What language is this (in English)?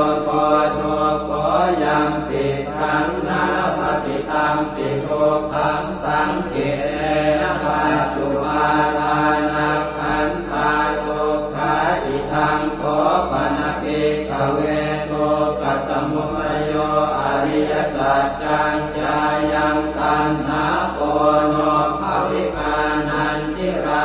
Pali